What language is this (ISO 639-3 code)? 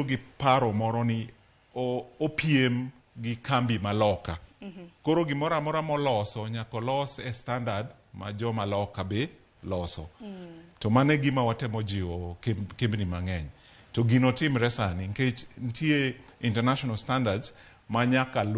luo